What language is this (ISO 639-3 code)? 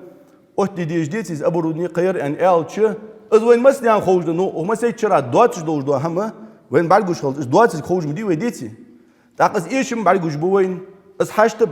inh